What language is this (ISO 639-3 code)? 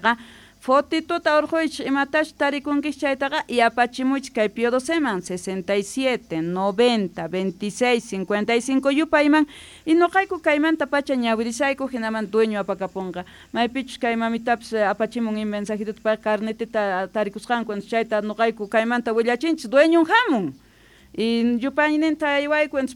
quh